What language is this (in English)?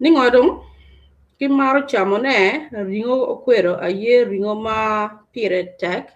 Acoli